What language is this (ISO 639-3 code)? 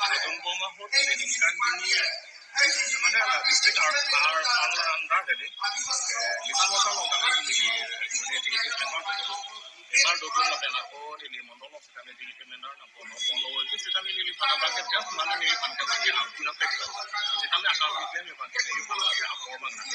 mjw